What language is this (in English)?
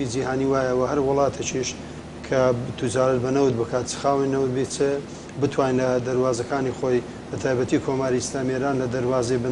Central Kurdish